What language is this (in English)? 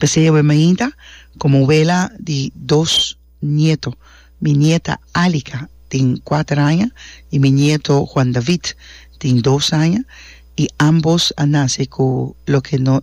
Papiamento